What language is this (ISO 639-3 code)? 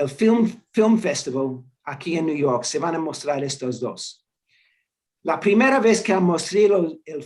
lad